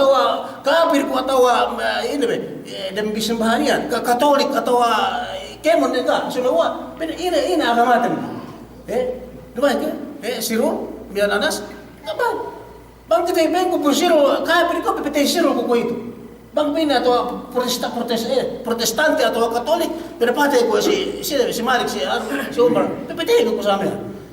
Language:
Yakan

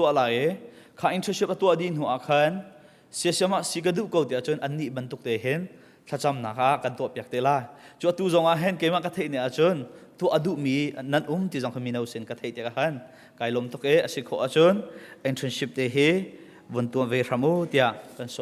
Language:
Hakha Chin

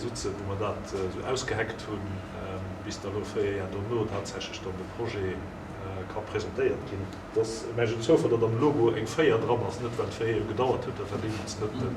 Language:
Luxembourgish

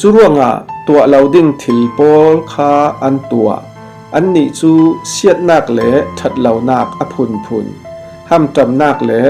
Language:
Falam Chin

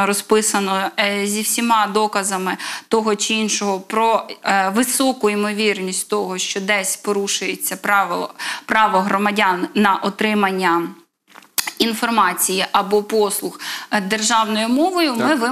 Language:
Ukrainian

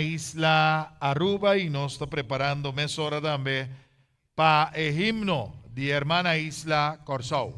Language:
Papiamento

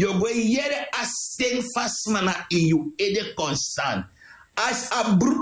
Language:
Sranan Tongo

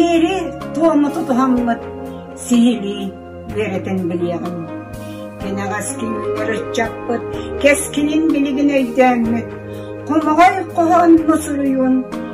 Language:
Yakut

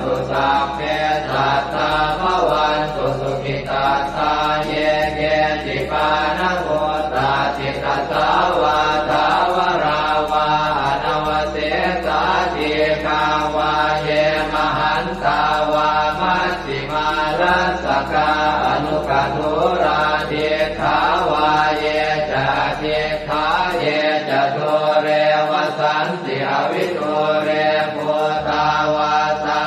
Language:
Pali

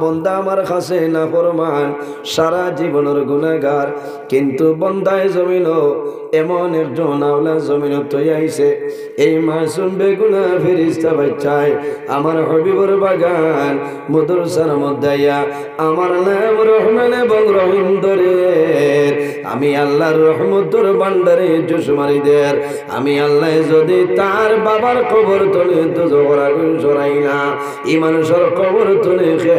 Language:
Sylheti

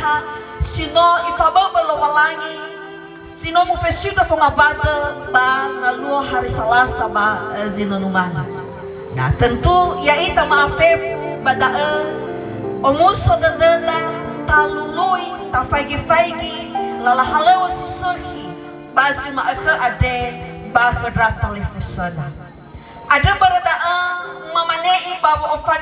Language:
Nias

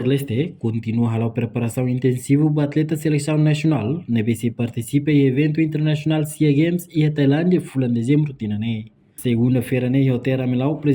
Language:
Tetum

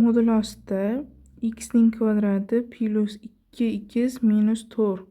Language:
Uzbek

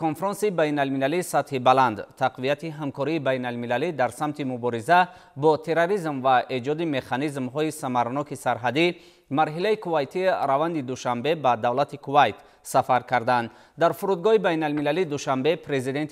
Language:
Tajik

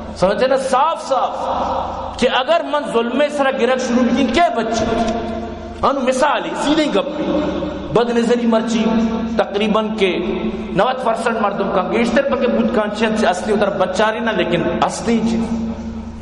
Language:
Baluchi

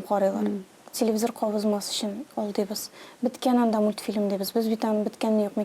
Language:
Tatar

